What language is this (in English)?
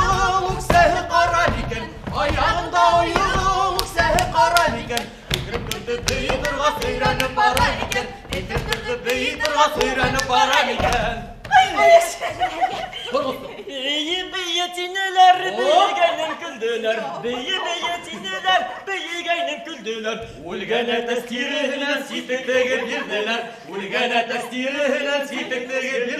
Bashkir